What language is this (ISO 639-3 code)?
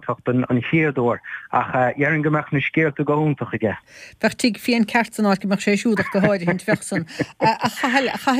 gle